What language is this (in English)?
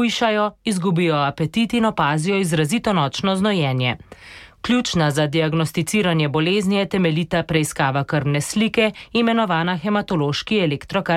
Slovenian